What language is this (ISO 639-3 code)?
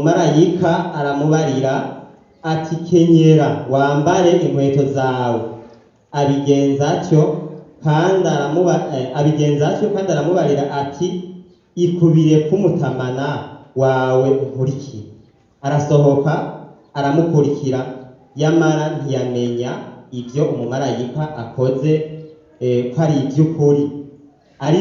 run